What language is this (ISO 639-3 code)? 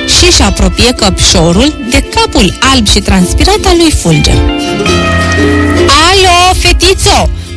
ron